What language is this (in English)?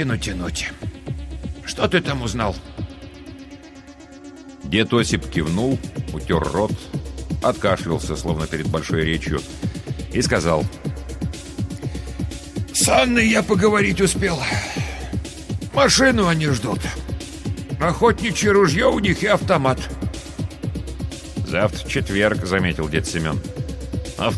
Russian